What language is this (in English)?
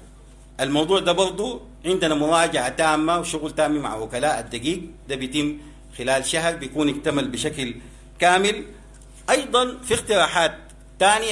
Sudanese Arabic